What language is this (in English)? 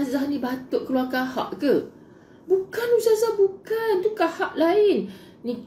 Malay